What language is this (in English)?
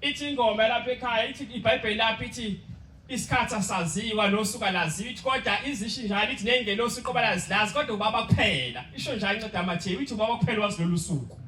Zulu